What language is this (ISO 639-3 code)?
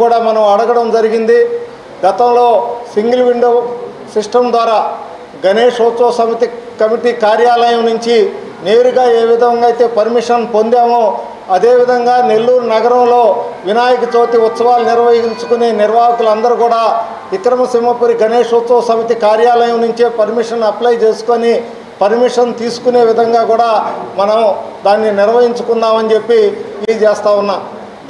tel